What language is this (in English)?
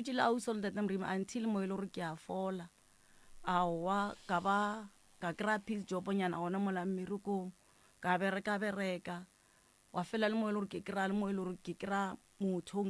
Northern Sotho